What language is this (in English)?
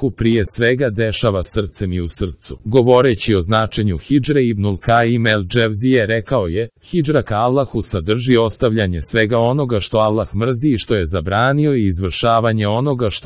Croatian